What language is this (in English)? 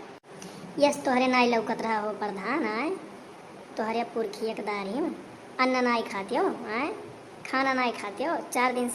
Awadhi